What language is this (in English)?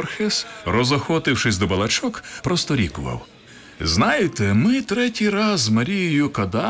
Ukrainian